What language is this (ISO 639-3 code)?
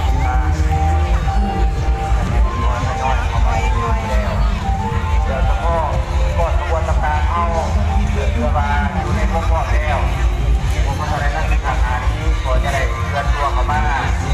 lao